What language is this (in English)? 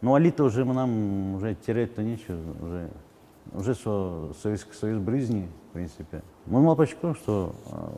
Udmurt